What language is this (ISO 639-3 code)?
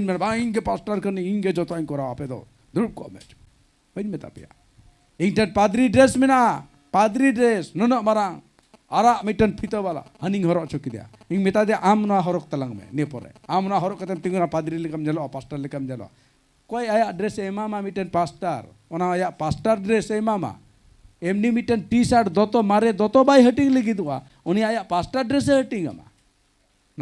sat